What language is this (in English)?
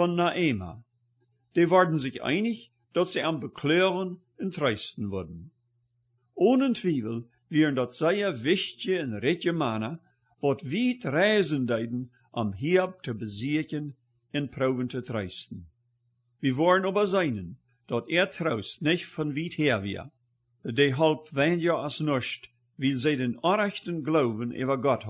Plautdietsch